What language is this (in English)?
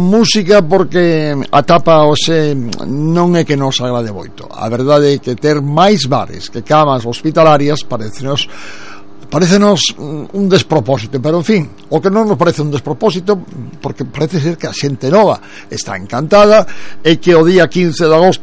Galician